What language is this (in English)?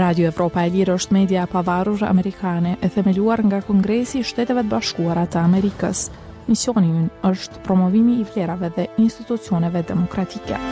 Albanian